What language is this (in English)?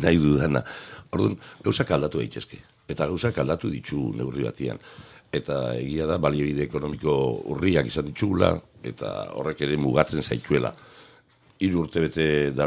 Basque